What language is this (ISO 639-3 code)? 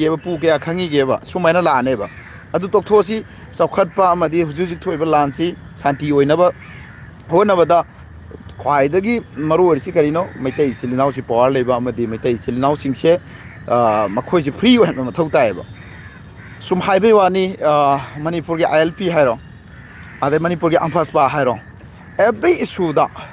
mni